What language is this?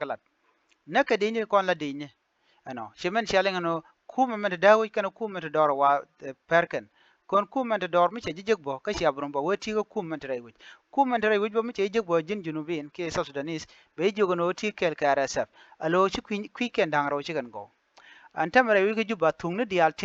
Nuer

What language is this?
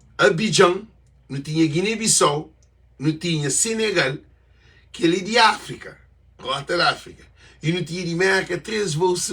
Kabuverdianu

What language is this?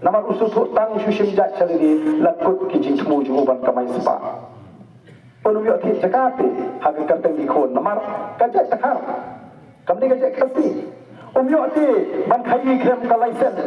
Khasi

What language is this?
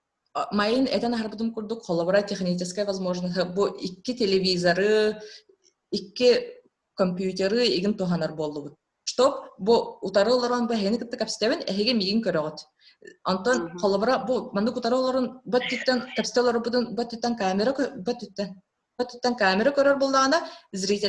Yakut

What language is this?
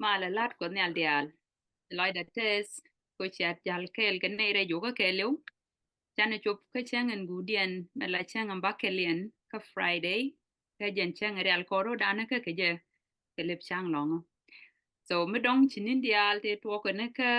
Nuer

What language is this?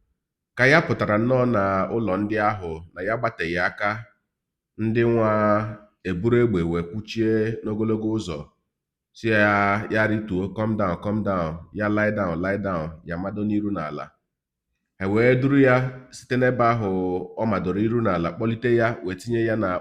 Igbo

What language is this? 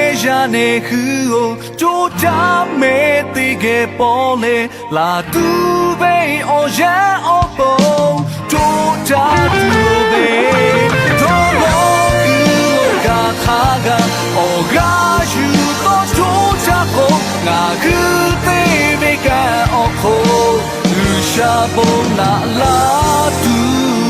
Lahu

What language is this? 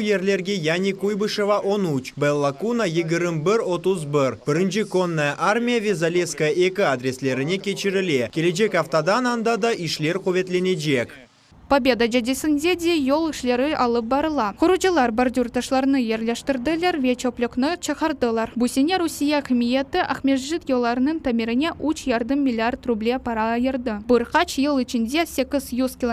Crimean Tatar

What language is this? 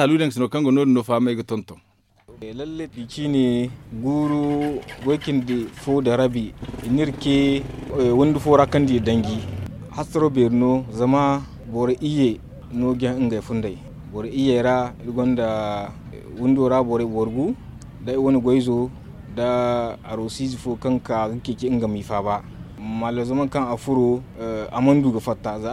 Zarma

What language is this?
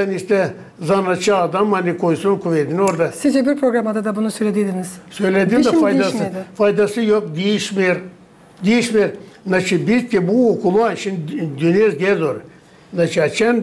Gagauz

